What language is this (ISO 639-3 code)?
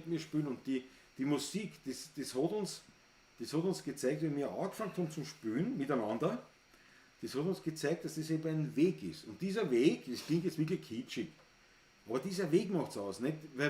bar